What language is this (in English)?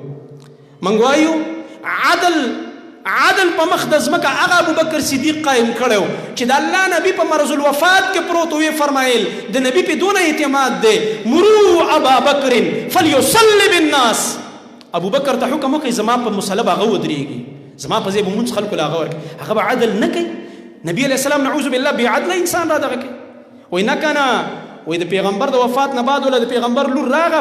Pashto